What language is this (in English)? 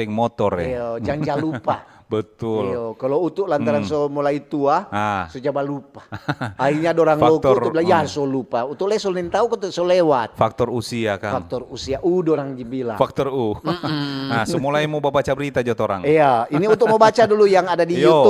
Manado Malay